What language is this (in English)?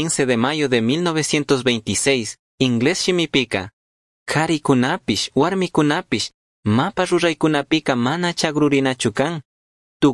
Chimborazo Highland Quichua